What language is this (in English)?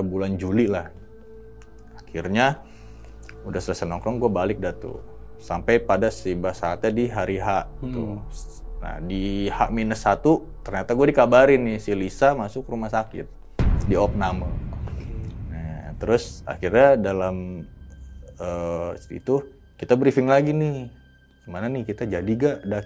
Indonesian